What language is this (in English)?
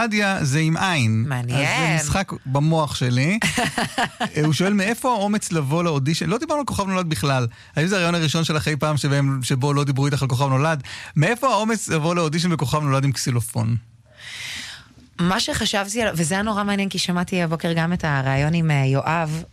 Hebrew